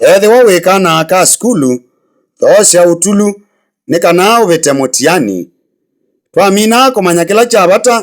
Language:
Kamba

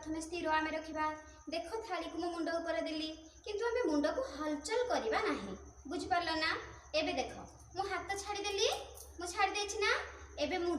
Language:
Odia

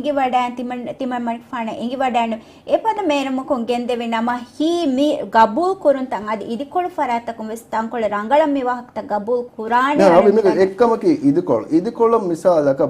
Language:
Divehi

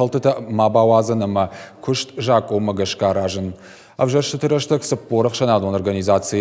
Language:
Ossetic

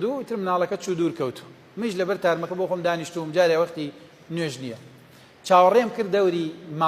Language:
Central Kurdish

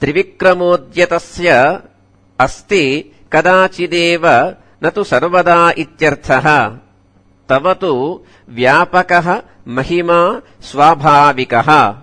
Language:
Sanskrit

